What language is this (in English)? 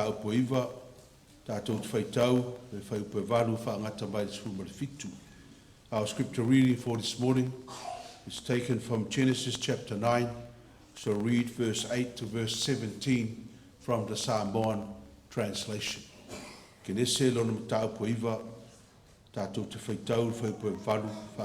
Samoan